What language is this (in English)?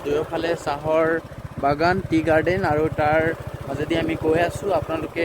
Assamese